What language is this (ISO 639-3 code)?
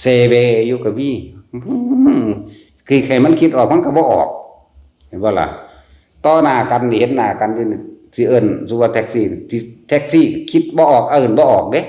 tts